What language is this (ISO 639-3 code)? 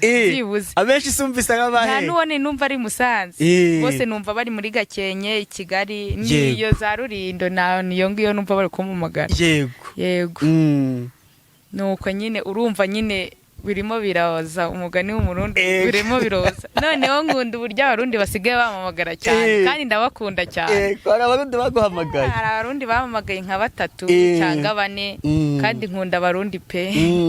kin